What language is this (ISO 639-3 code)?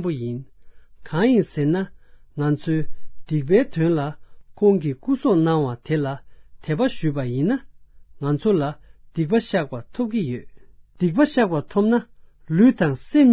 bod